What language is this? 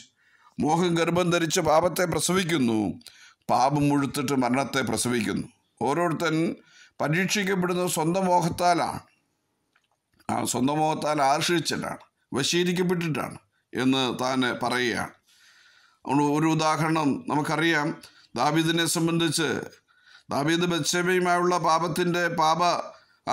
Malayalam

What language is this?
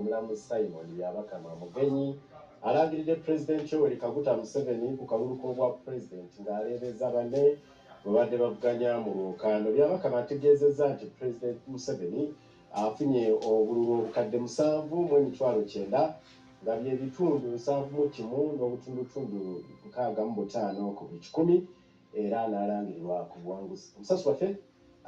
Ganda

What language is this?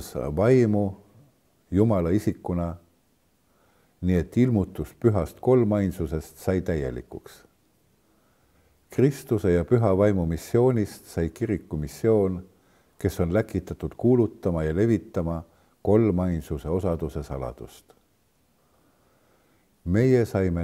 Estonian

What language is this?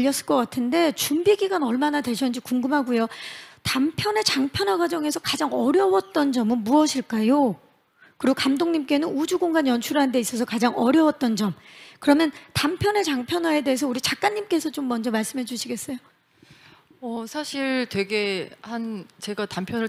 Korean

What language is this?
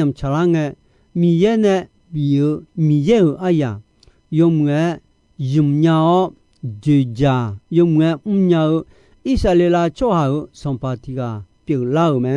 Akha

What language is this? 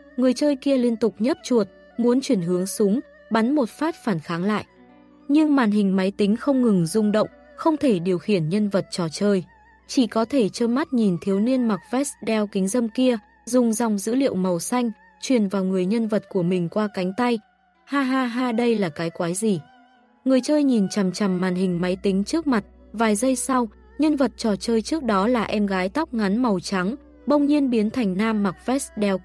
Vietnamese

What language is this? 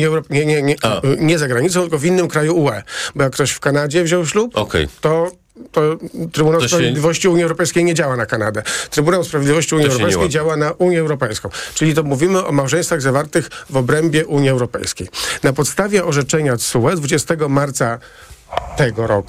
Polish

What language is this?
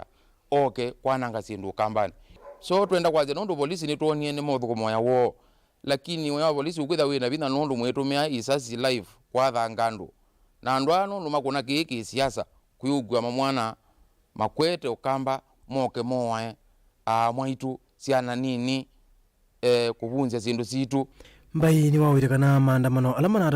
Kamba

